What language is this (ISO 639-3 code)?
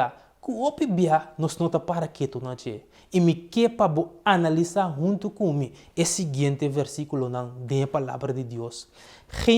pap